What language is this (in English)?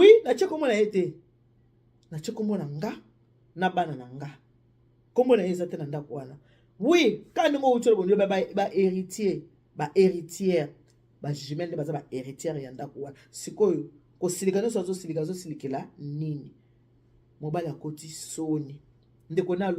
Lingala